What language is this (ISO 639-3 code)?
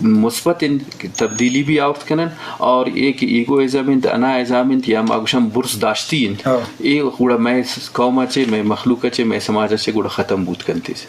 bgp